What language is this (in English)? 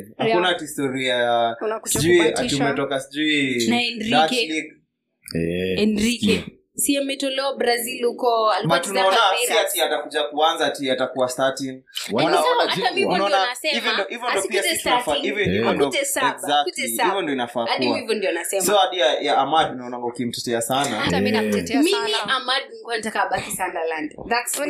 Swahili